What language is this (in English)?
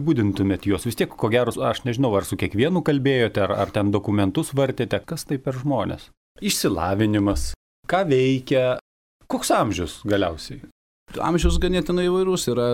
Lithuanian